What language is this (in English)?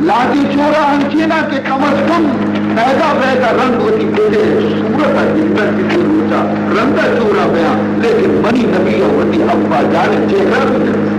Baluchi